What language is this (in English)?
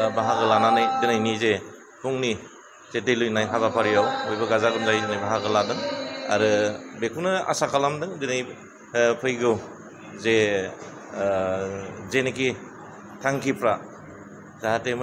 Bodo